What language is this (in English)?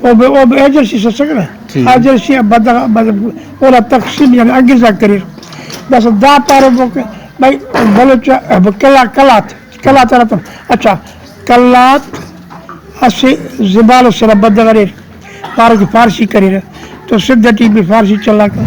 Brahui